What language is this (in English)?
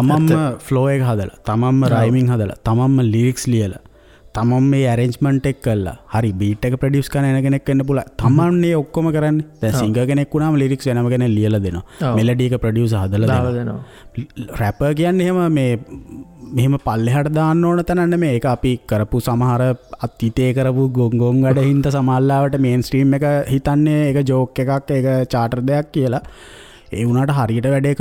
Sinhala